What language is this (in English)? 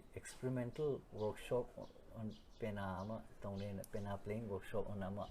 Manipuri